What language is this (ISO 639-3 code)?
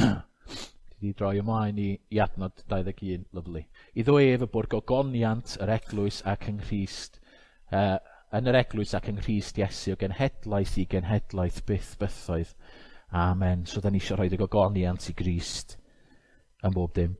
cym